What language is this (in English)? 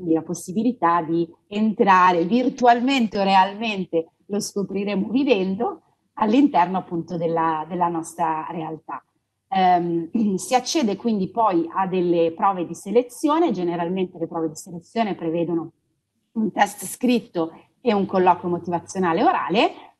Italian